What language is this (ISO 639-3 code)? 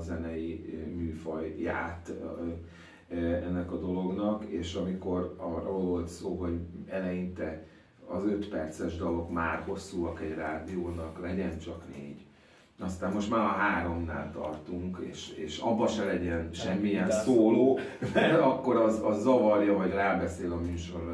hun